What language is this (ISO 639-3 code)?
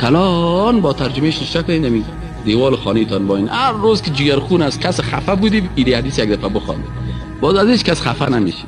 fas